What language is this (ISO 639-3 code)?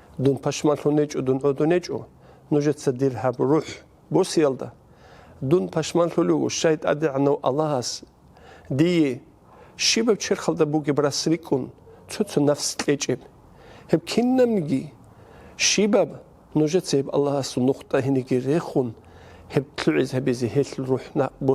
ava